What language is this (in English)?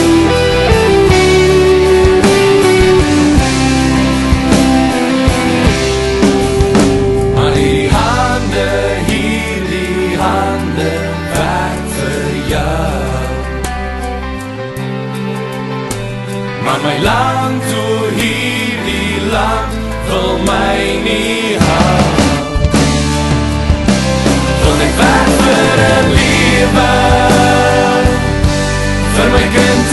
Afrikaans